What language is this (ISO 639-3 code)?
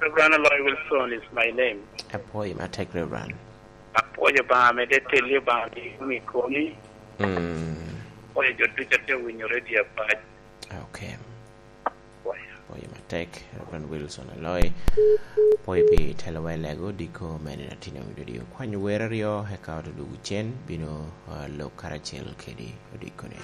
laj